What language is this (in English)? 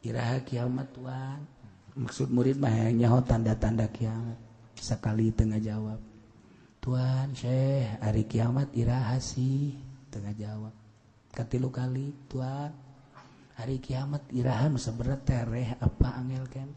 Sundanese